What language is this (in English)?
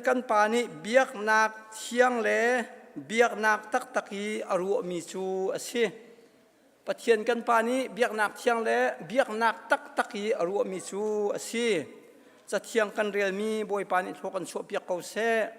Hakha Chin